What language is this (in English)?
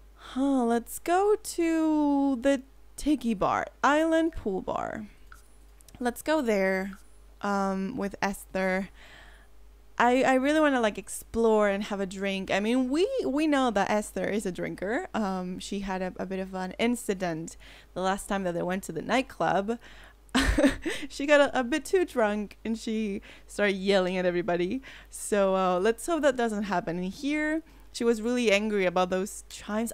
English